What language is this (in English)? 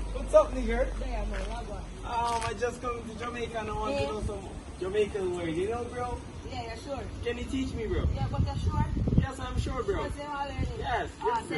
Jamaican Creole English